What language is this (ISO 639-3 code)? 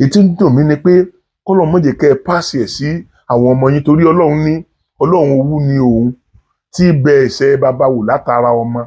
yor